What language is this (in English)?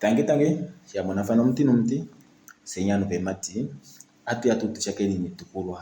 Kuanyama